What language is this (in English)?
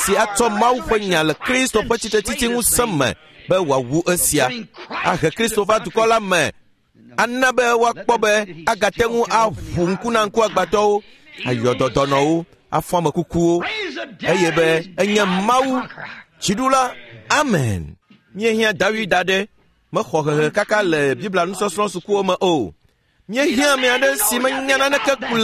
Ewe